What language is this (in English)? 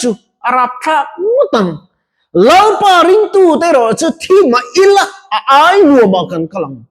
Mizo